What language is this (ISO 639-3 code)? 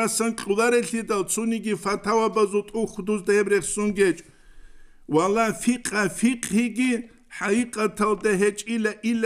ava